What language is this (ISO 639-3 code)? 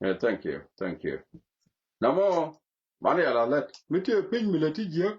nus